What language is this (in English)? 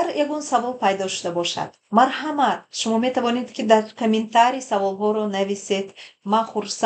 Tajik